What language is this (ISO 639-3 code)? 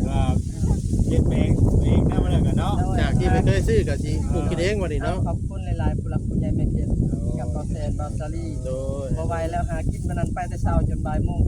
tts